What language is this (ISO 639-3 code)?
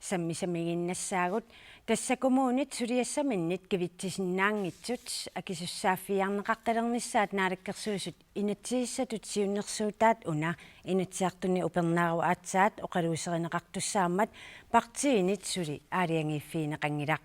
kal